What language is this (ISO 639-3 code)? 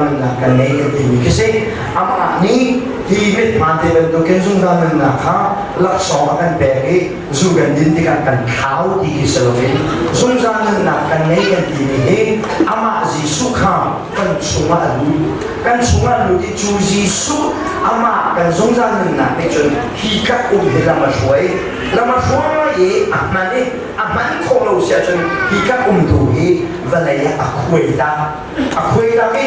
cnh